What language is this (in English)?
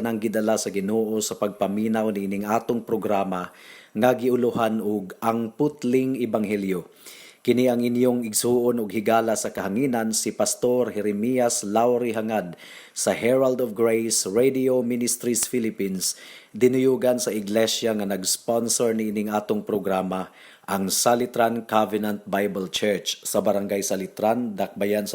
Cebuano